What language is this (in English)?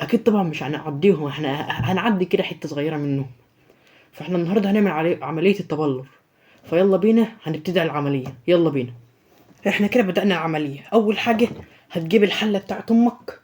Egyptian Arabic